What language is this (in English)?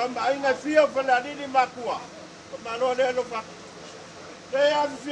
Samoan